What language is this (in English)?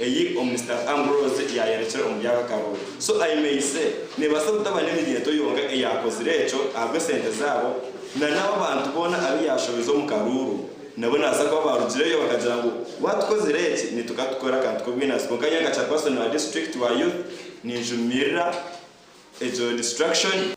Nyankole